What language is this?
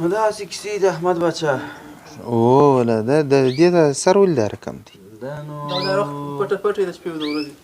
Pashto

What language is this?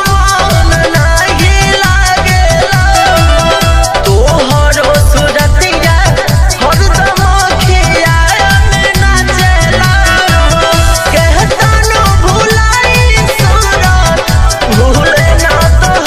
Bhojpuri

